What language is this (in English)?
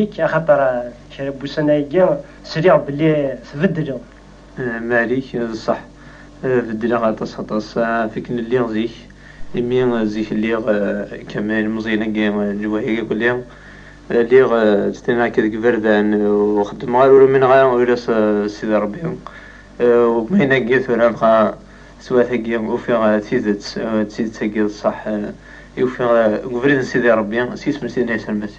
Kabyle